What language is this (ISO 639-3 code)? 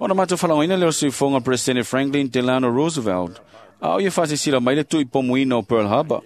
smo